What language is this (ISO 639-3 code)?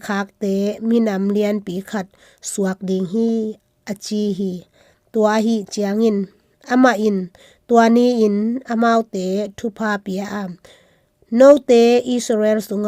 ctd